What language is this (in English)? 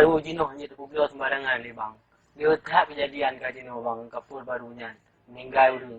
Achinese